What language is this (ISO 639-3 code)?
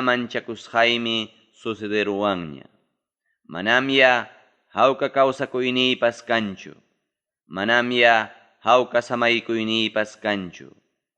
quy